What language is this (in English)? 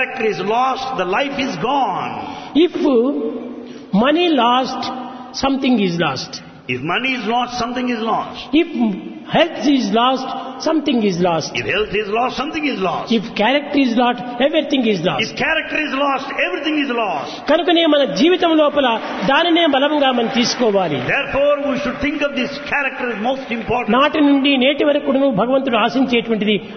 Telugu